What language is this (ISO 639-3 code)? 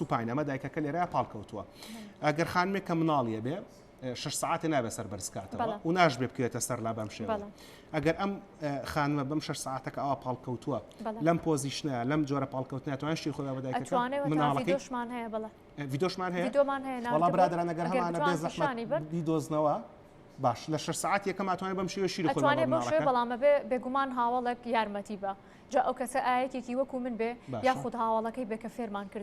ckb